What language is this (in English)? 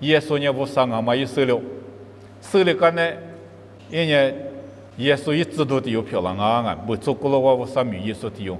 Lisu